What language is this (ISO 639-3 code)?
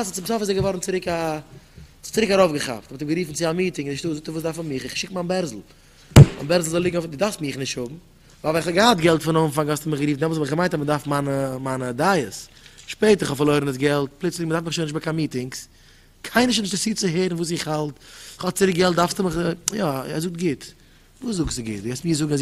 yid